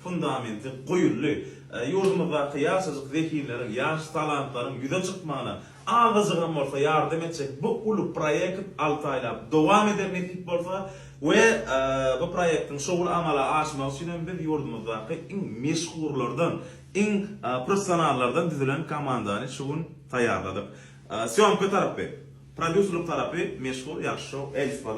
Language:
Turkmen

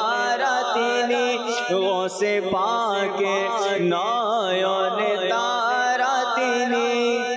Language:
Bangla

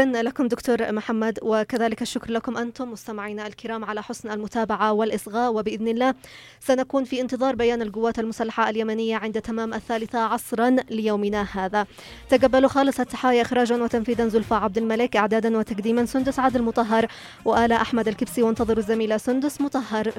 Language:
Arabic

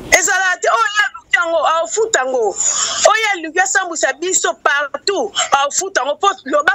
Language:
Lingala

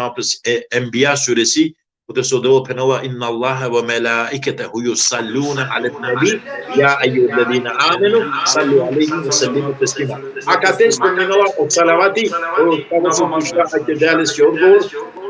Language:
Balkan Romani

